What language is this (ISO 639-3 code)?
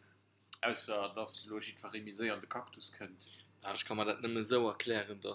ltz